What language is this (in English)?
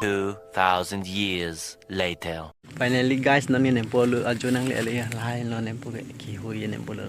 Karbi